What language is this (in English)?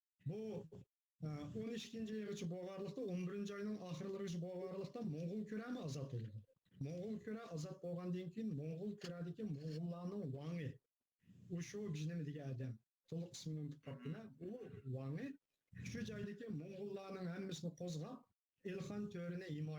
Uyghur